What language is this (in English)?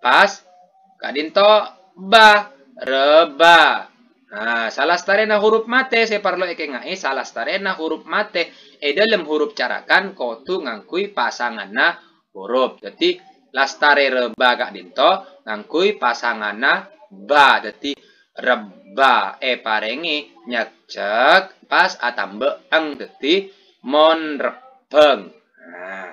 Madurese